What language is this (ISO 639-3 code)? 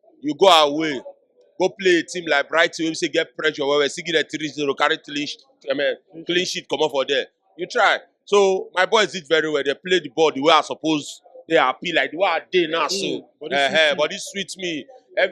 pcm